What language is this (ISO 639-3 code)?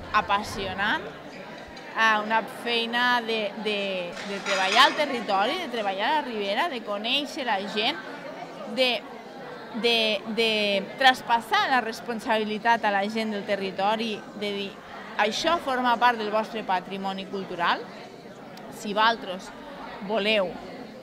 cat